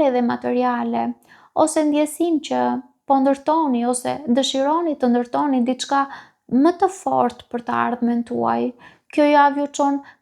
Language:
Albanian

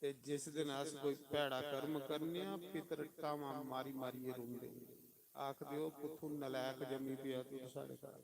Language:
Dogri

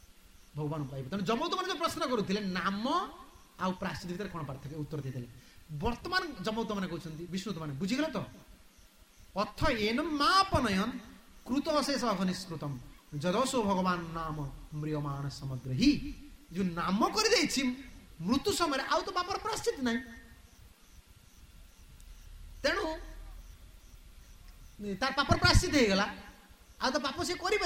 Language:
Odia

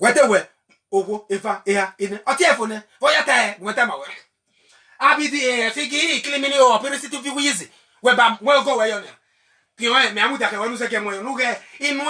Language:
Bini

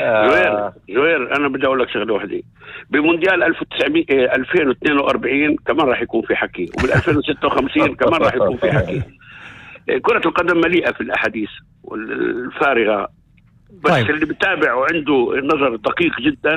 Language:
North Levantine Arabic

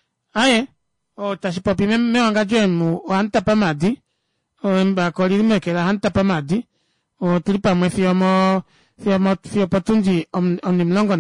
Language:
Kuanyama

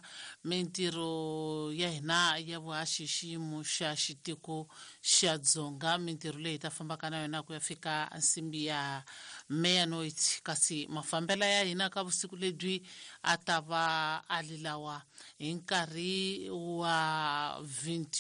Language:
Tsonga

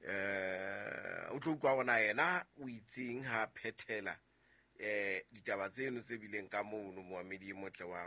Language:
Southern Sotho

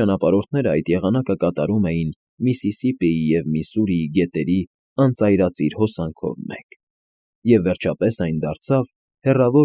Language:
Armenian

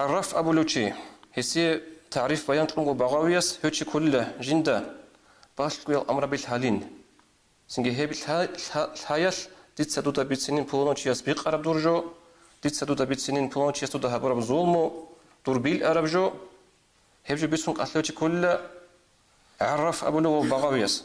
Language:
Avaric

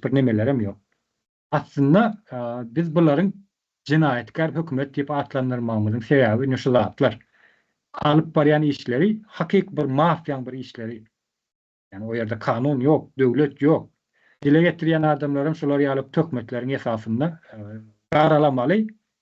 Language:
Turkmen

